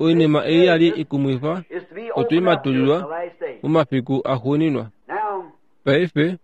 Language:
Kuanyama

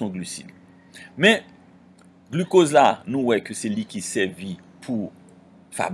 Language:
Haitian Creole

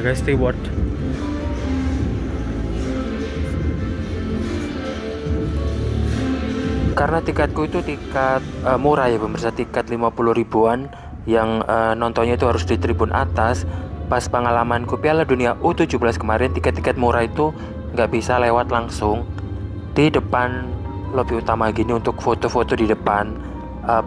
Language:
Indonesian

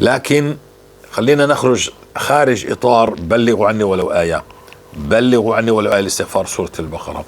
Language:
North Levantine Arabic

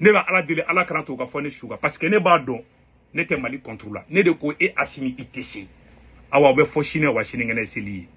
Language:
Bambara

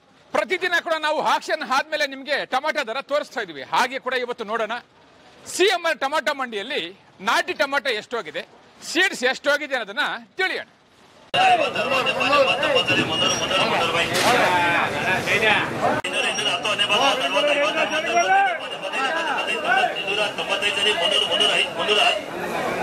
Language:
Kannada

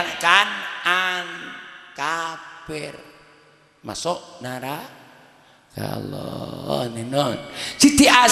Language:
Madurese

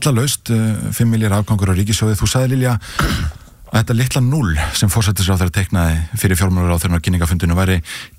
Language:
Icelandic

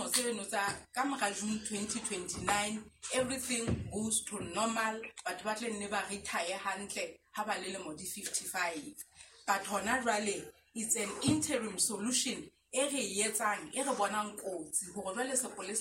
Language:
Southern Sotho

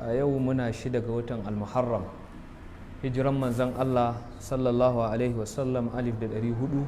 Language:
Hausa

